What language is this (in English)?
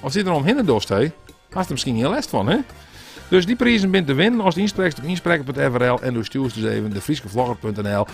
Western Frisian